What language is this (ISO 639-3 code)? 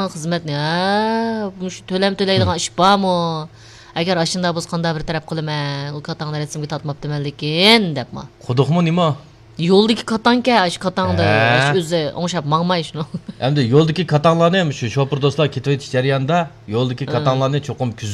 uig